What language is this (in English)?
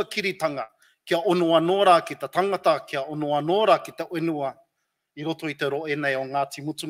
Māori